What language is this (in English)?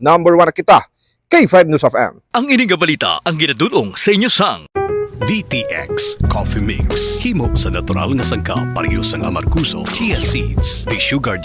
Hiligaynon